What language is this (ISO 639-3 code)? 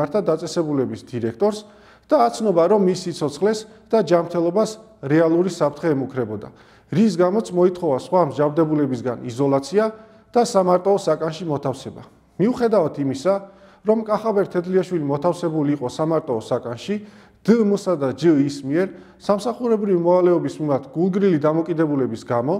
kat